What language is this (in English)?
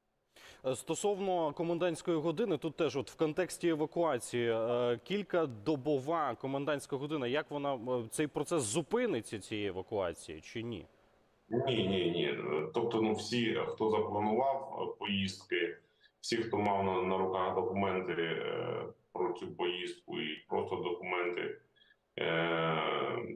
Ukrainian